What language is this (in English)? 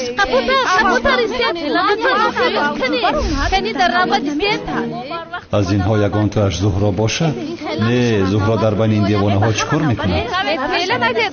Tajik